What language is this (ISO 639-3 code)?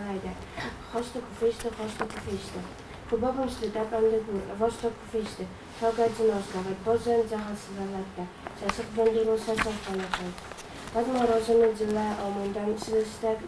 oss